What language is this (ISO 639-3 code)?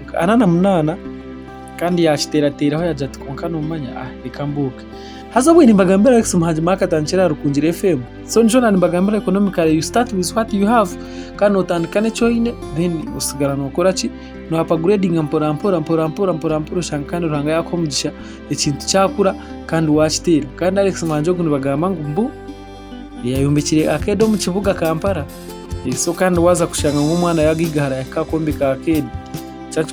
nyn